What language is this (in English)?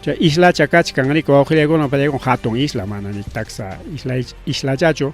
Ayacucho Quechua